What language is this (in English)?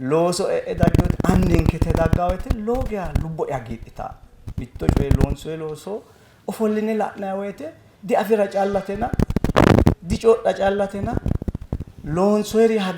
Sidamo